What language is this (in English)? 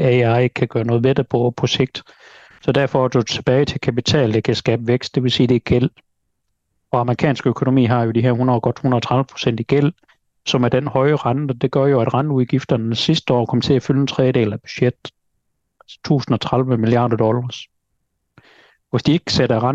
Danish